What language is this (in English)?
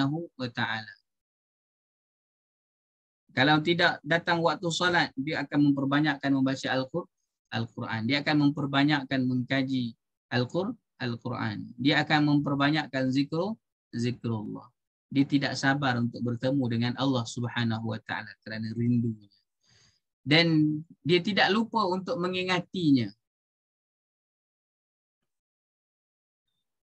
Malay